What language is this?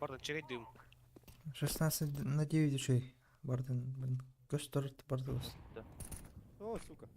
Yakut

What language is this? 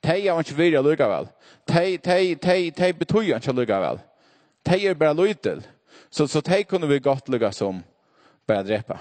Faroese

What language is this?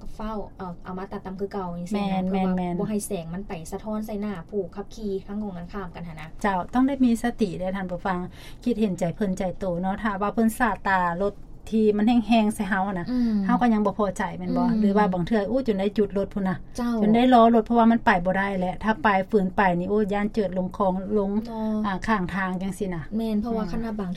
Lao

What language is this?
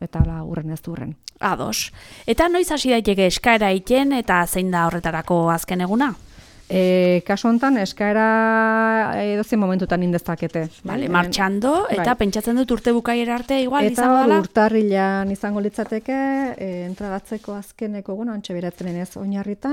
Basque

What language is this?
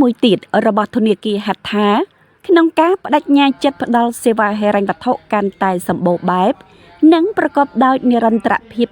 Khmer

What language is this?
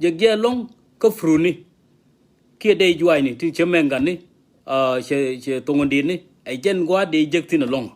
Nuer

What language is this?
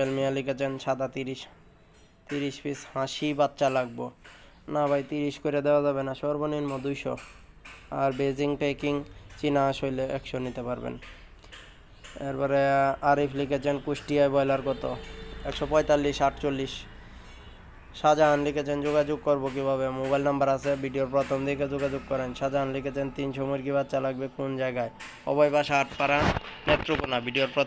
Bangla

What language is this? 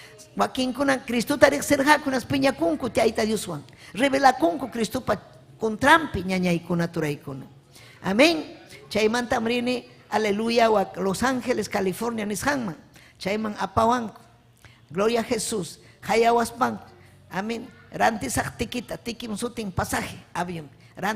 Ayacucho Quechua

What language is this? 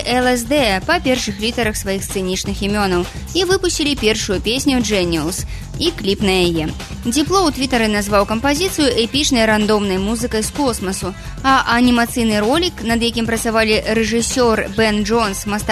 Belarusian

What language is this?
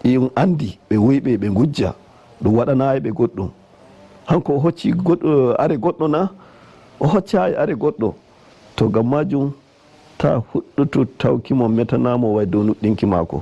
Nigerian Fulfulde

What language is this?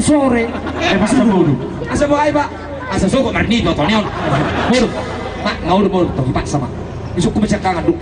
Batak Toba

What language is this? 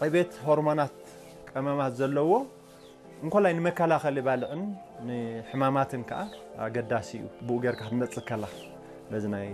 Tigrinya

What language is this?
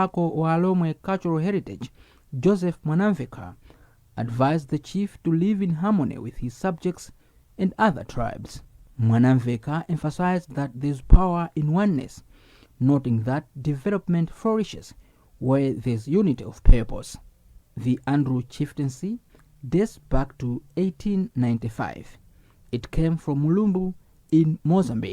English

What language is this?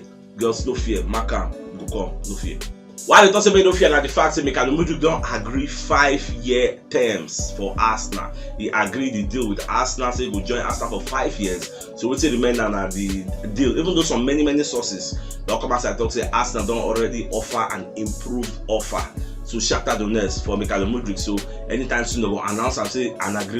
Nigerian Pidgin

